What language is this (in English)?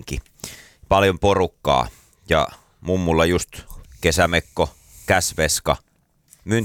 Finnish